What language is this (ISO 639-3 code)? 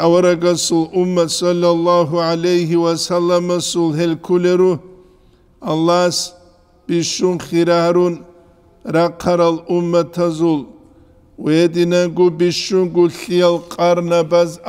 ava